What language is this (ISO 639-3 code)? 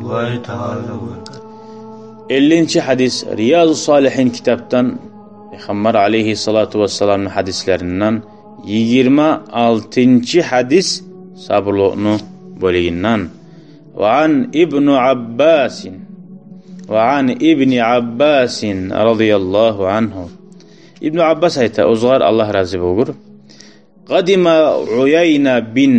kum